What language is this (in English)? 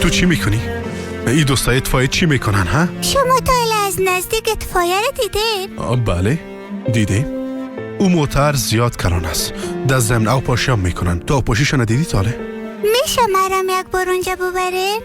Persian